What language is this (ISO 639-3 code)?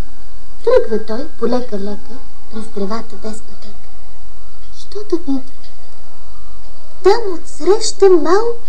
bul